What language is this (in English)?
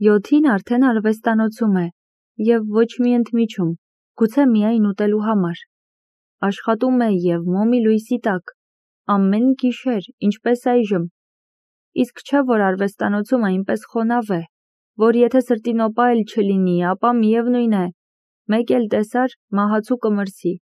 Armenian